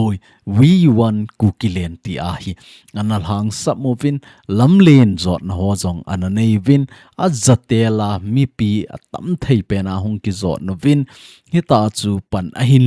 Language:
Thado Chin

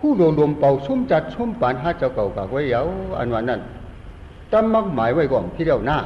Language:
Shan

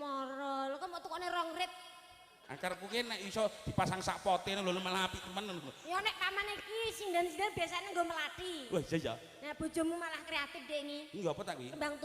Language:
Javanese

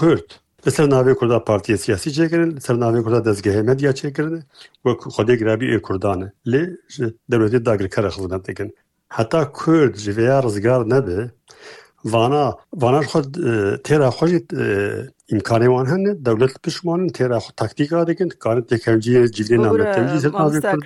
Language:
Kurdish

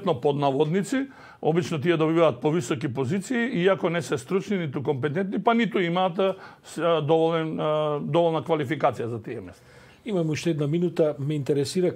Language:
Macedonian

